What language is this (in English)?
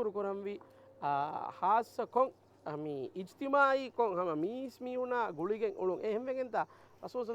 Divehi